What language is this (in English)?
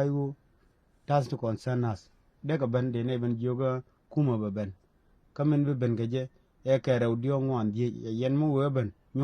Nuer